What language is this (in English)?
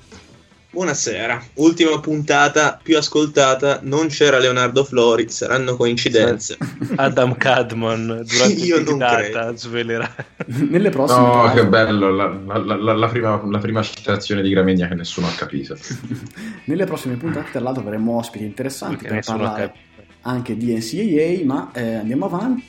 Italian